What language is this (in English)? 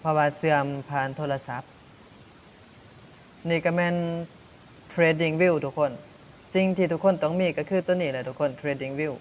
Lao